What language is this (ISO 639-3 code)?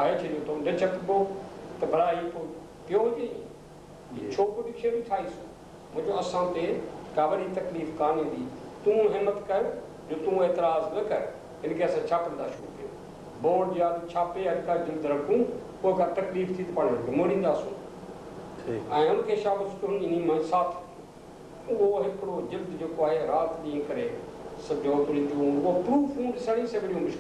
snd